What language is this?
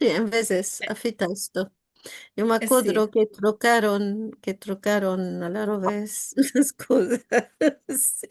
Ladino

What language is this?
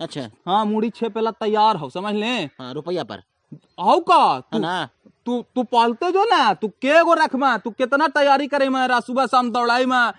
Magahi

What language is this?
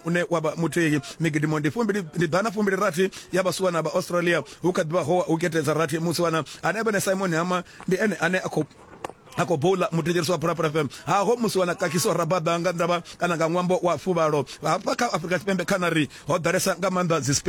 Venda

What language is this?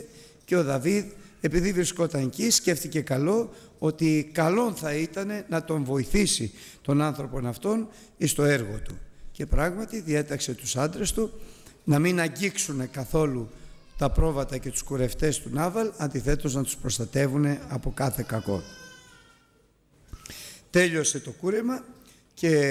Greek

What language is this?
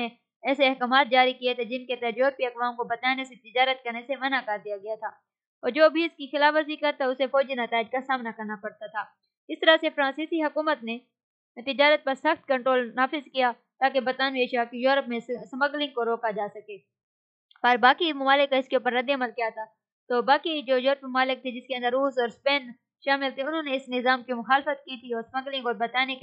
Urdu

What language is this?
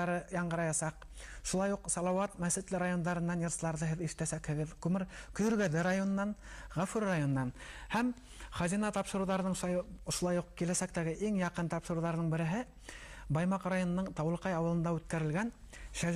Bashkir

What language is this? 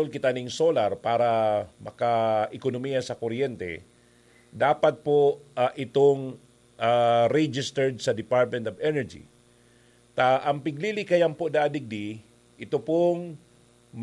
Bikol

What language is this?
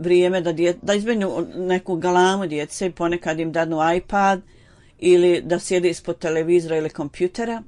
Bosnian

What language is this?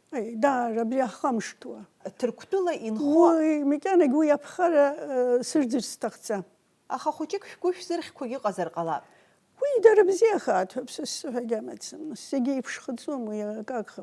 Abkhazian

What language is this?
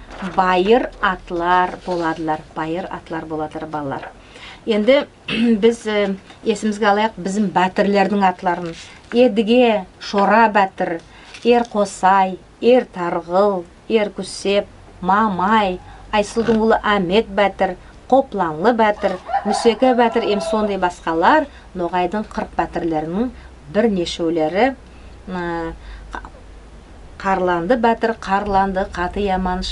Nogai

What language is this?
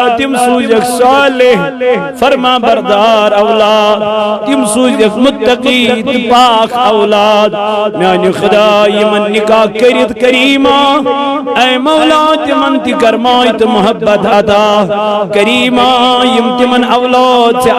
Kashmiri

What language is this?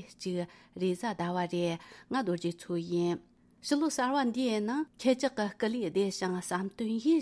Tibetan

